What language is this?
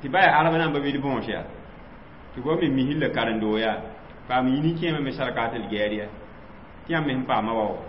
Mossi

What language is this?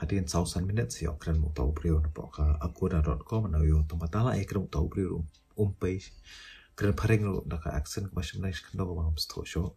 Khasi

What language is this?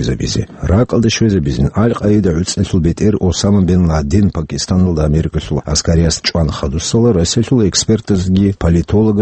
Avaric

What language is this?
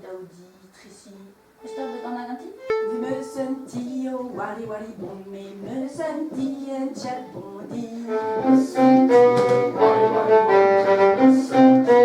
Breton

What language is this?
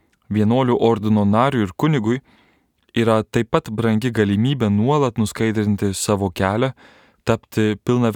Lithuanian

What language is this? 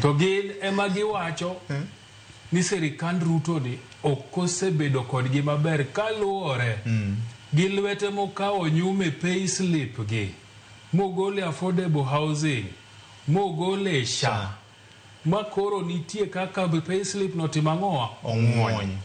Luo (Kenya and Tanzania)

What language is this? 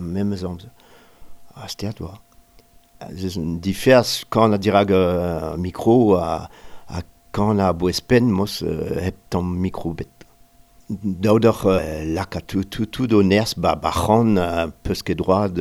Breton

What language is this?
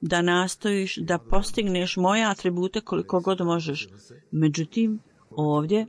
Bosnian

